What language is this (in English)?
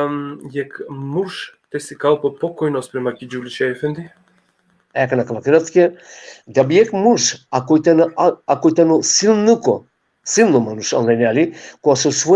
Balkan Romani